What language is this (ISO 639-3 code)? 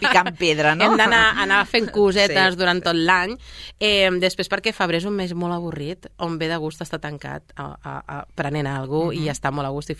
cat